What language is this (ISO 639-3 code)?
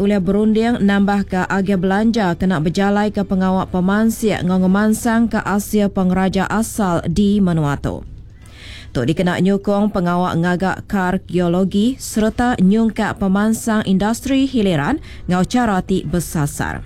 iba